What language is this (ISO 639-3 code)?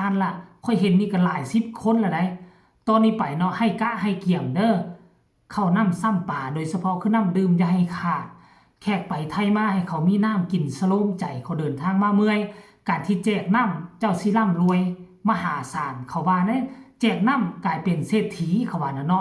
tts